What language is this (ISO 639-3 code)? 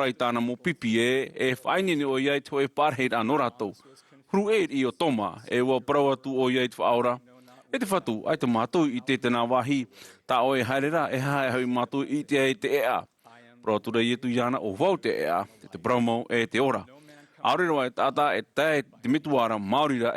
tah